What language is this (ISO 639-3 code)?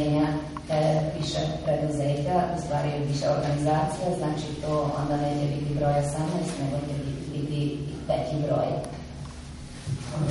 srp